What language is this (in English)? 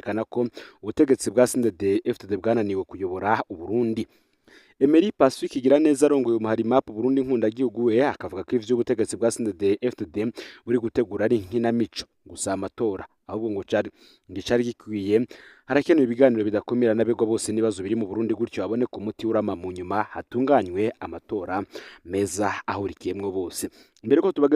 Rundi